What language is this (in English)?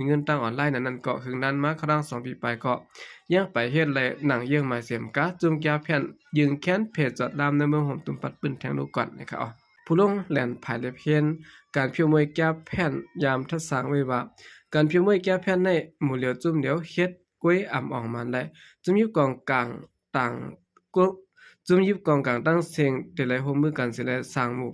Shan